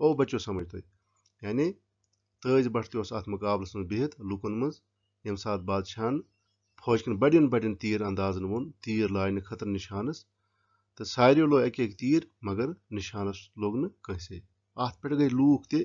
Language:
Kashmiri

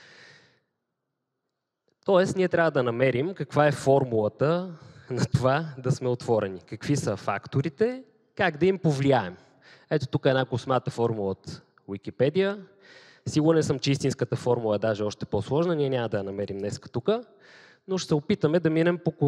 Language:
Bulgarian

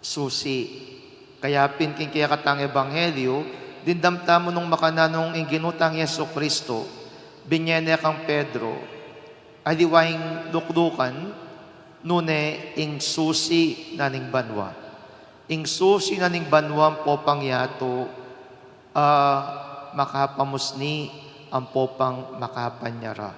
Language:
Pampanga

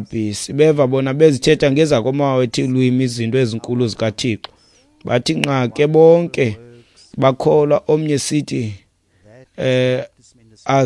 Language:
Xhosa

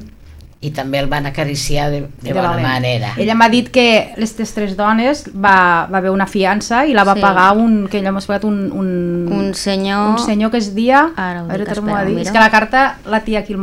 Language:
Catalan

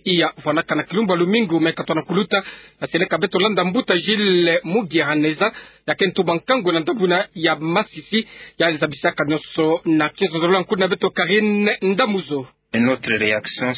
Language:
Kituba (Democratic Republic of Congo)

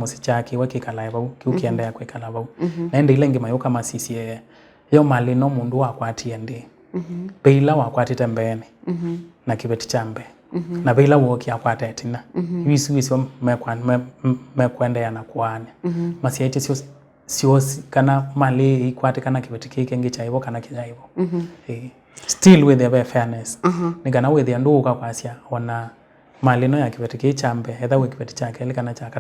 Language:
Kamba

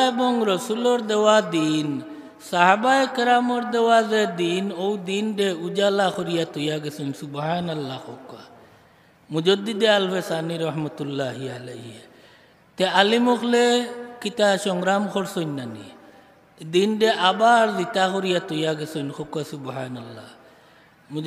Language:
Sylheti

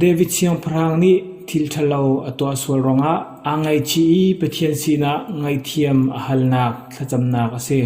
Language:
Hakha Chin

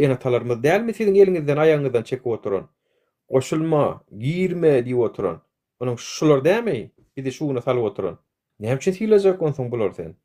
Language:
Turkmen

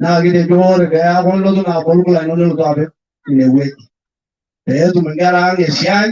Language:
Masai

